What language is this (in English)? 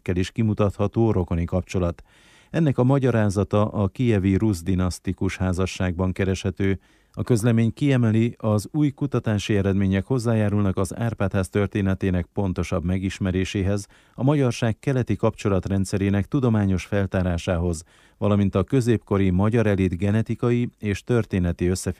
Hungarian